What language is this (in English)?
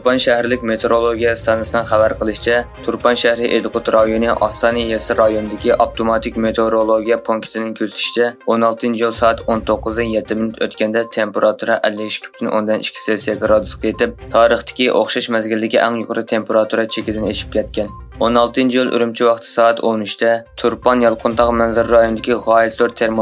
Uyghur